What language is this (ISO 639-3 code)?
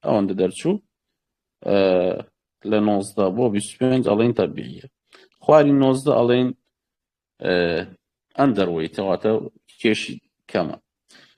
ckb